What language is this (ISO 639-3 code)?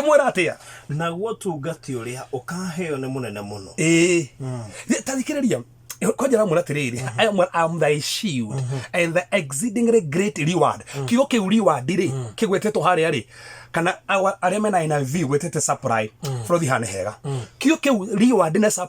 kik